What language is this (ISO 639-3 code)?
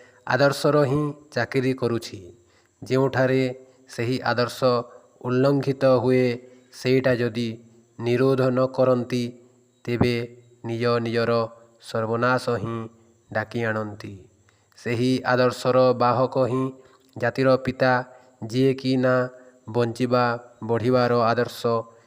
ori